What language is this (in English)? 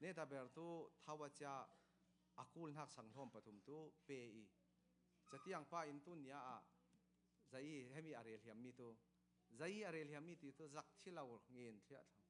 Falam Chin